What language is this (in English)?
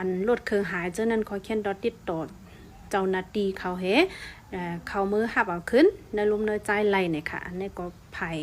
Shan